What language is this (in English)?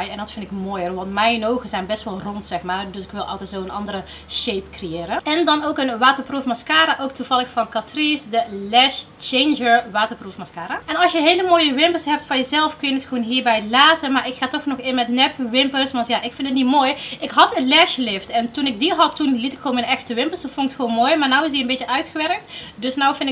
Dutch